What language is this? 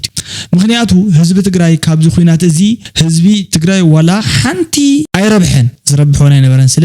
Tigrinya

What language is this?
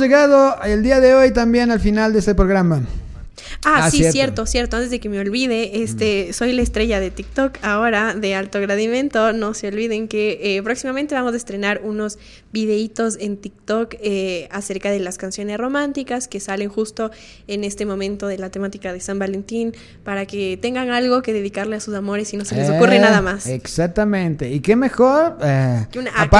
Spanish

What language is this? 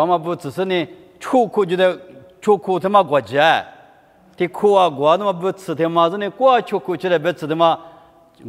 Lisu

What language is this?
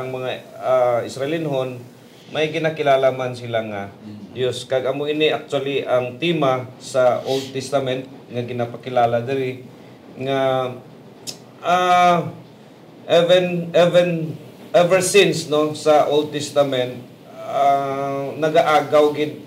Hiligaynon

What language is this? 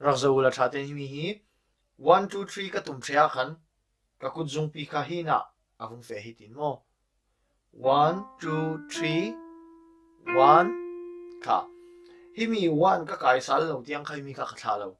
Falam Chin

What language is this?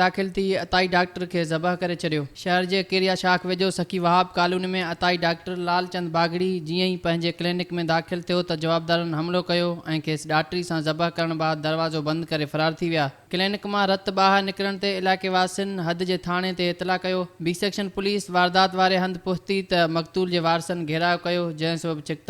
Sindhi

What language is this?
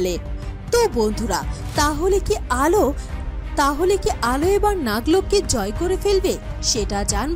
Bangla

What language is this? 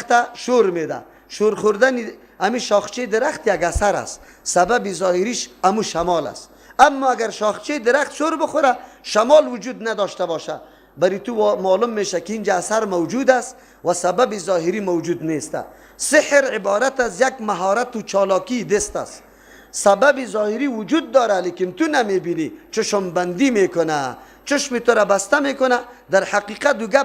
Persian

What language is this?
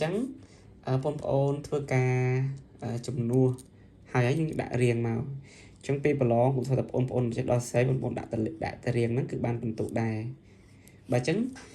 Khmer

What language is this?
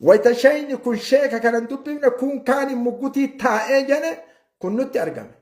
Oromo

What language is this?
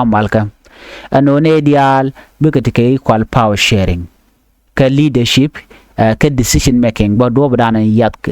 Nuer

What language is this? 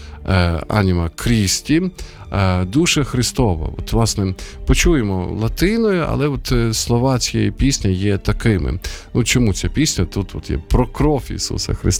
Ukrainian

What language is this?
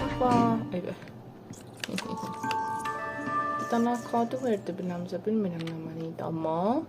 South Azerbaijani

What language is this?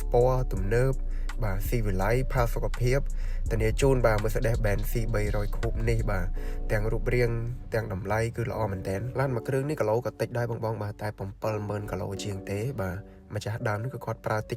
Khmer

